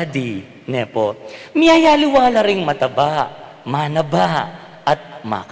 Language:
Pampanga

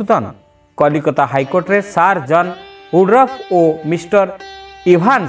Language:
Odia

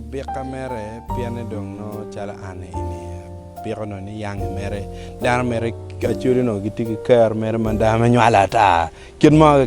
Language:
Acoli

